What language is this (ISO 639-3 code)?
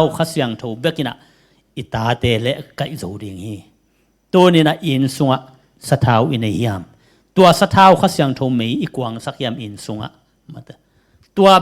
ctd